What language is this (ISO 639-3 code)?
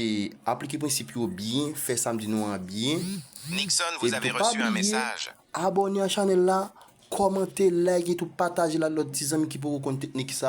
hat